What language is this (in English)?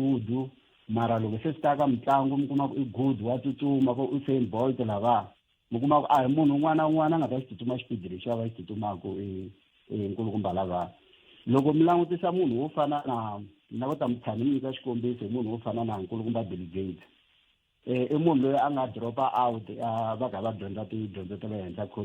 Tsonga